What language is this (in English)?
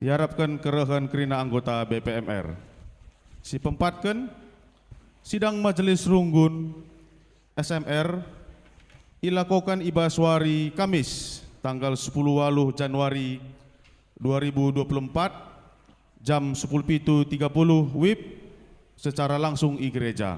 Batak Karo